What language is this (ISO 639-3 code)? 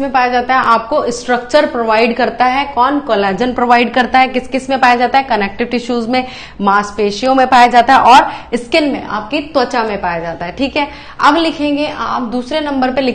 hin